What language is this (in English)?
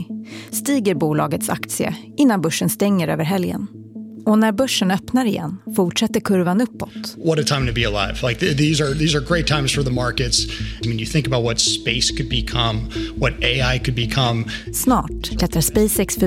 Swedish